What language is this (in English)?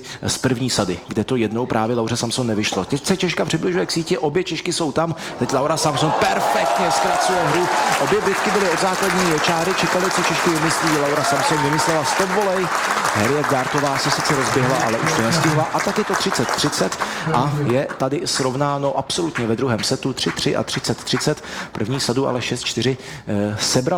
Czech